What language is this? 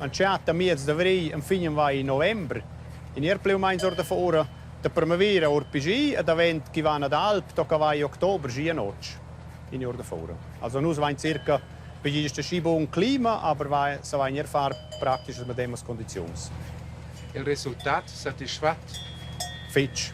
Romansh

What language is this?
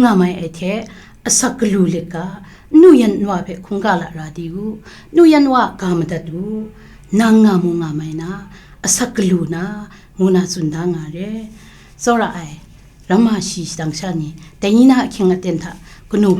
Kachin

